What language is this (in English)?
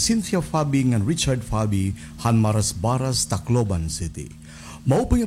Waray